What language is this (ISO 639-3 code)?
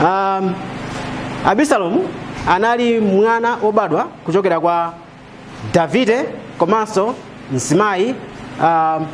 nya